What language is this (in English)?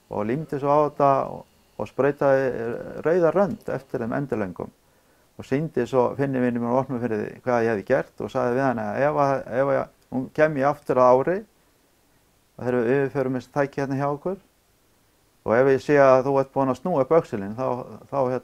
Icelandic